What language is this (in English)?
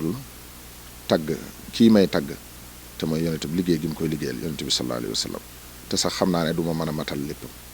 Wolof